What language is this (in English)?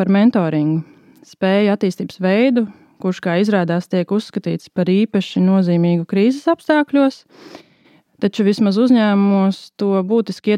Latvian